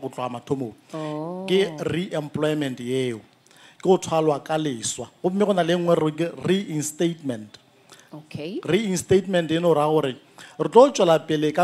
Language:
Northern Sotho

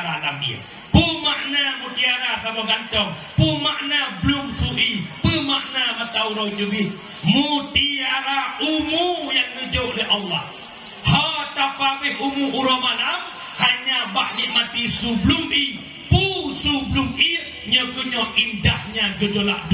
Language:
Achinese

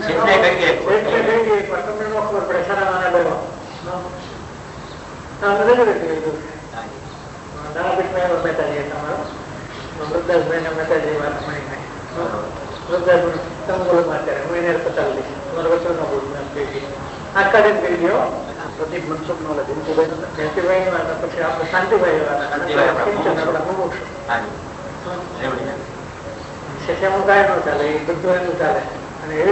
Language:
Gujarati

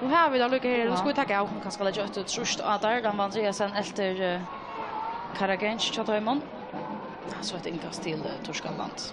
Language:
Faroese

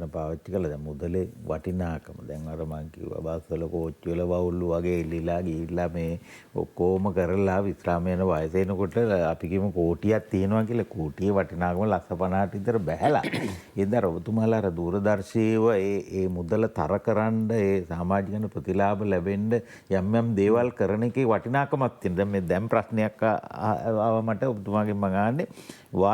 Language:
Sinhala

